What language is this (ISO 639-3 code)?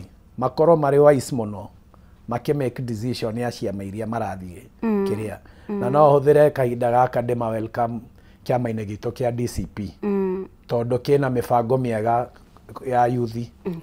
kik